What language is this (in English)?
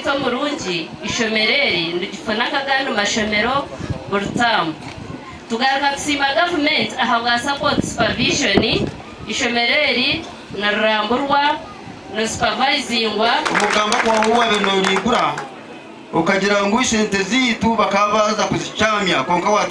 Nyankole